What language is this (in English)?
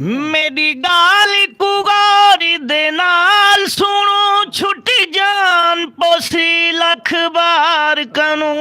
Saraiki